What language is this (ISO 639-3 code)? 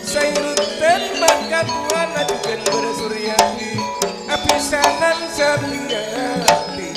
mad